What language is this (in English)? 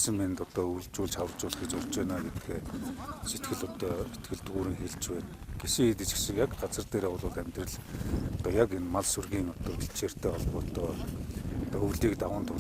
Mongolian